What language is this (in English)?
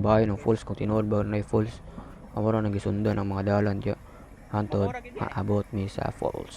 Cebuano